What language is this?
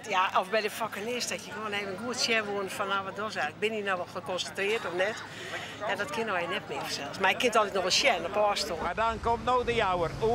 Western Frisian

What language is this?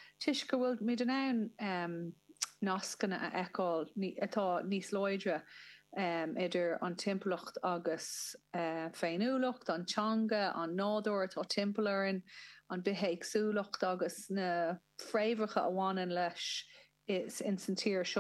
Irish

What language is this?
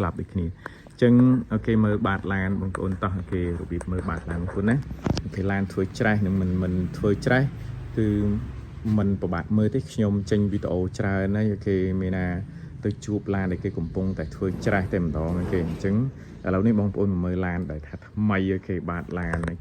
Khmer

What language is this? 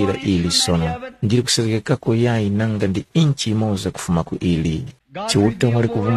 Tumbuka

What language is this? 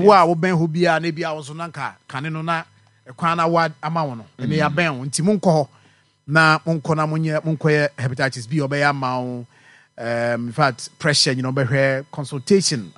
Akan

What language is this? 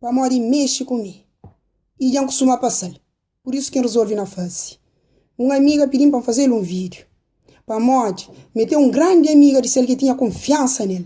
Kabuverdianu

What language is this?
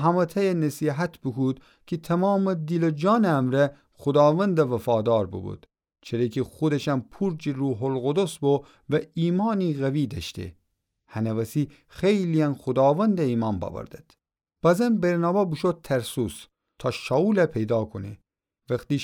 Gilaki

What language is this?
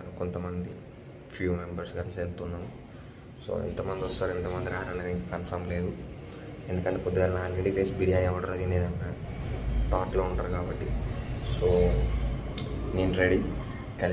Telugu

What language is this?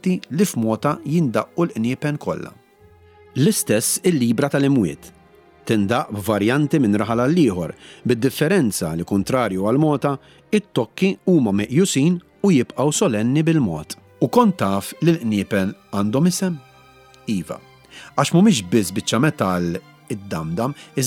Maltese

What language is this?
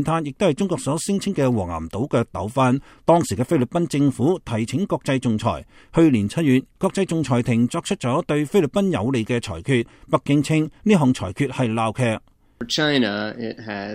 Cantonese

